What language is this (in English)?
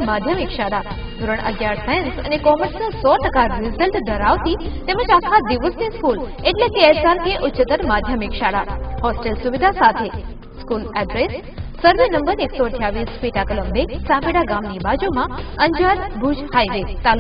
Gujarati